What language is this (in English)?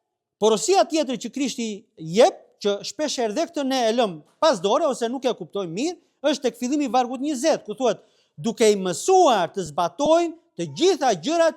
Albanian